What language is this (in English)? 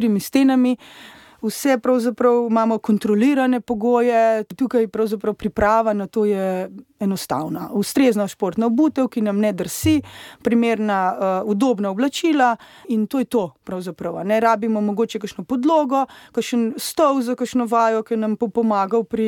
Slovenian